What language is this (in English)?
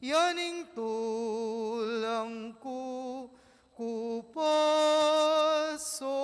Pampanga